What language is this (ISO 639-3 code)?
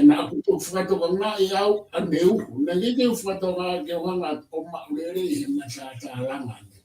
ton